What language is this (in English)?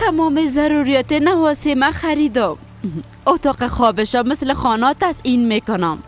Persian